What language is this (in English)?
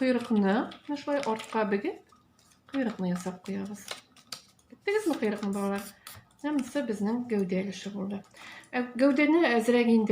Tatar